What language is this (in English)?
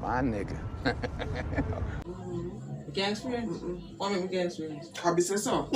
Jamaican Creole English